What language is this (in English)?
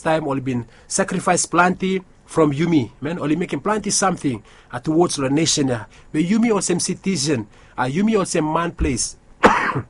Bislama